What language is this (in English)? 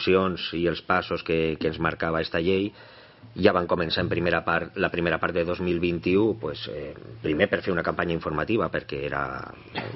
Catalan